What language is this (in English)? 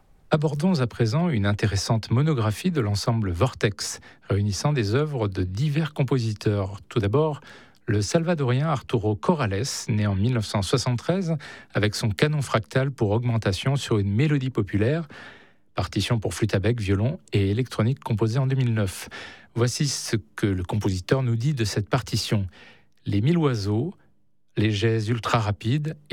French